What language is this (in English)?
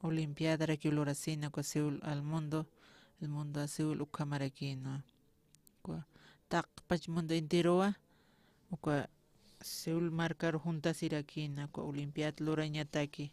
Aymara